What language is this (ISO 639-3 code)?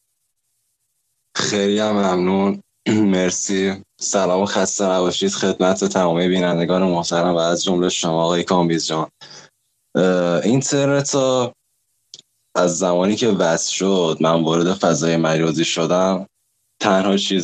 fas